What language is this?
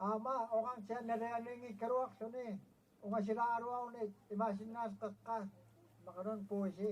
Kalaallisut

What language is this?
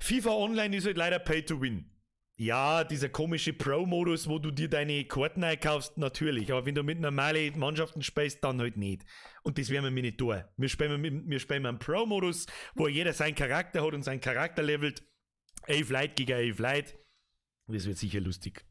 Bavarian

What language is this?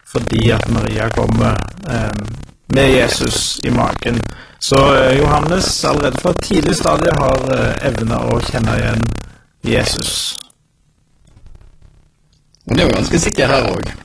Norwegian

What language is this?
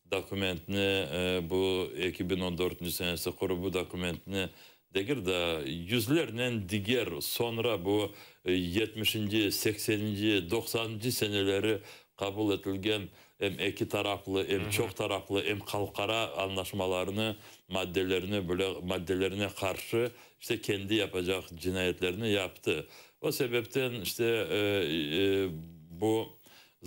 Crimean Tatar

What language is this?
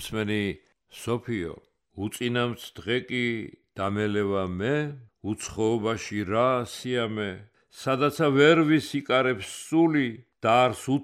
Georgian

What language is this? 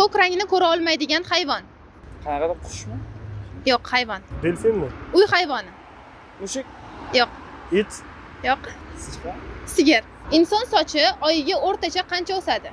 Uzbek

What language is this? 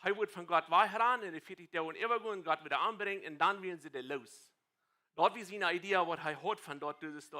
Plautdietsch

